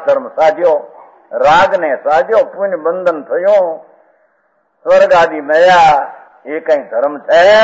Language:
Gujarati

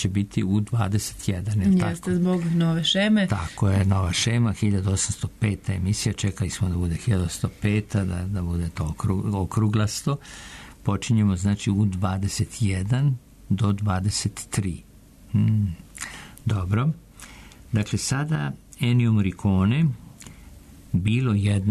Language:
Serbian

